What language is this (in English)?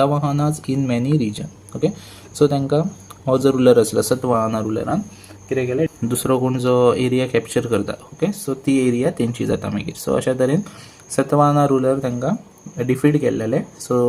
Konkani